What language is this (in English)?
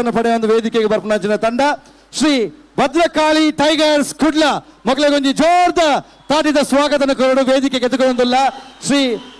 Tulu